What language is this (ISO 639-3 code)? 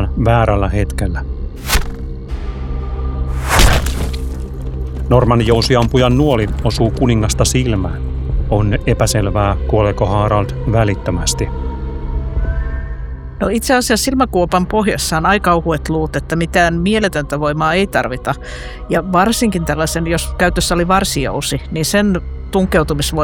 fin